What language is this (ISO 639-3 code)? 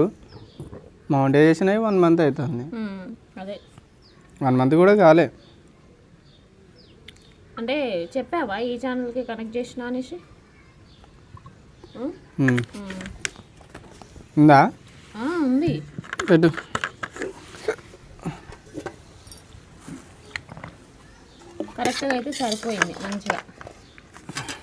tel